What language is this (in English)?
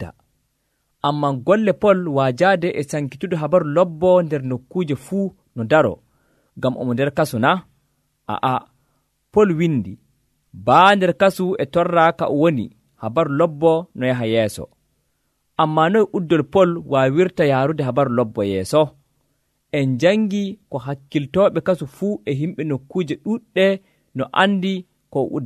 Nigerian Fulfulde